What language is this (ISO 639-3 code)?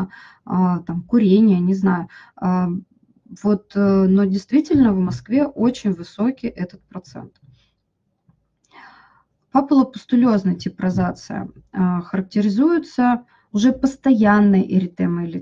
rus